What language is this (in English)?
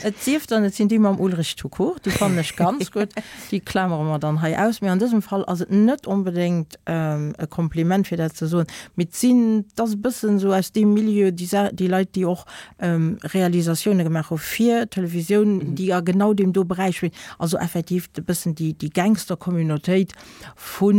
Luxembourgish